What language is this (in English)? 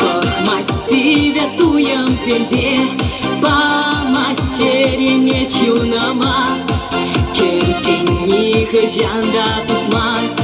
Chuvash